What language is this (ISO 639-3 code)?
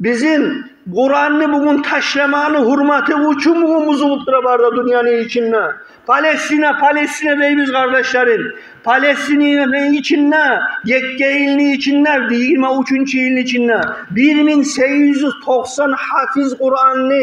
kum